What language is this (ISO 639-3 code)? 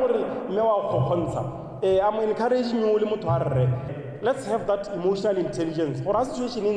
tsn